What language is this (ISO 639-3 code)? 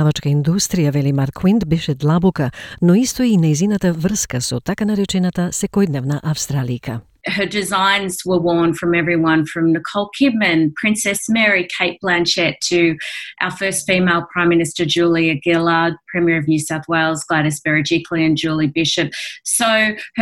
mkd